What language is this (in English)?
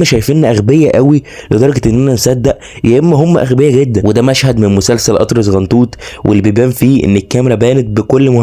Egyptian Arabic